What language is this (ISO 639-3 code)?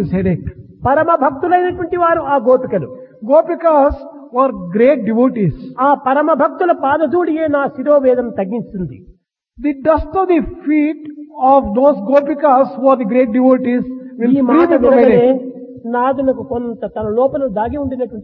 tel